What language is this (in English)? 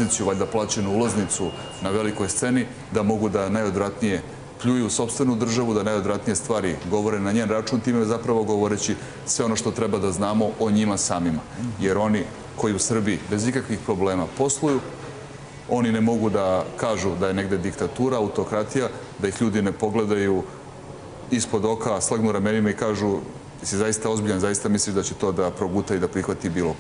Serbian